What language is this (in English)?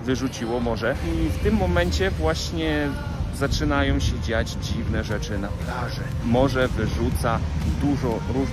Polish